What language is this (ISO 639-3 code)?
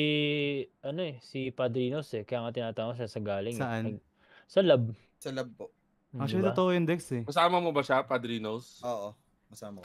fil